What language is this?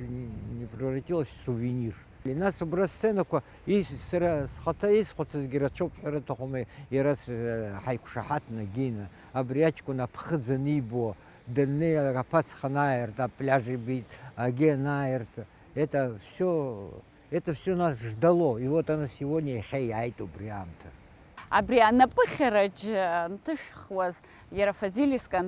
Abkhazian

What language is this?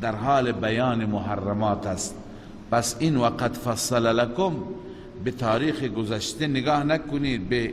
Persian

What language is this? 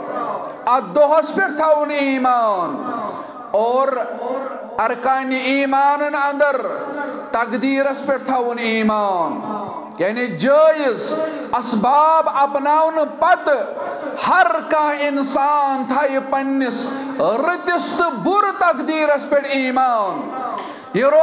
Kashmiri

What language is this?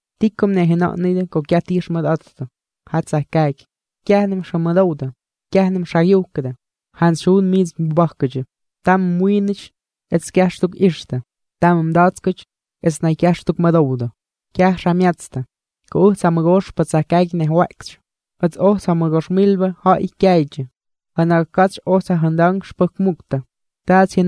Albanian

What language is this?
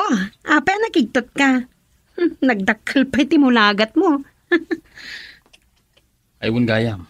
Iloko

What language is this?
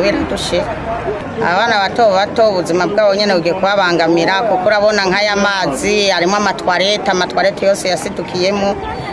Rundi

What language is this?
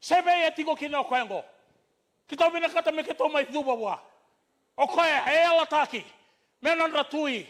Fijian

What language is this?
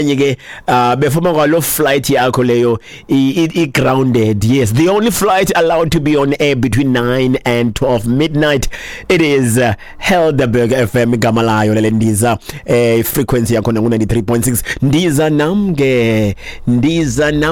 Xhosa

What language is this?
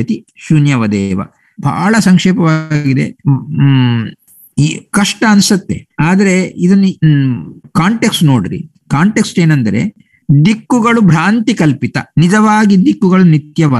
Kannada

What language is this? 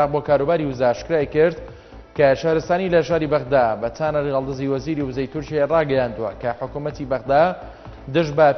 Central Kurdish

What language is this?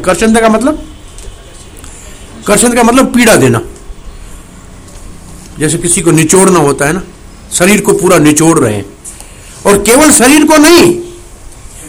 Hindi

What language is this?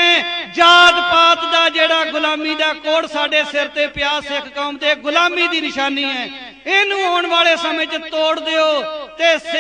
Punjabi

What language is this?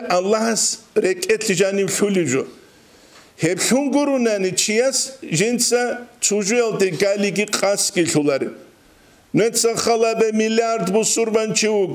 Avaric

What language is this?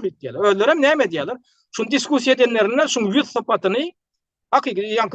Turkmen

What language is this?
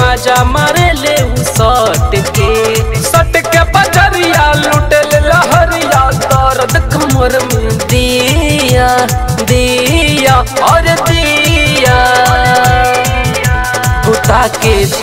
Bhojpuri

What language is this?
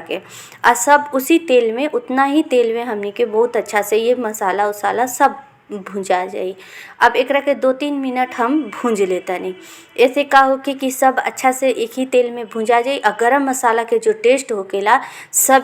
Bhojpuri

